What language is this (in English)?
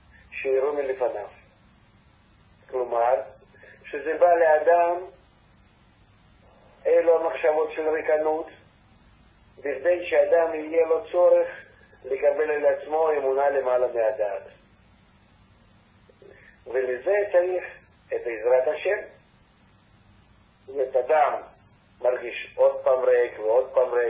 Hebrew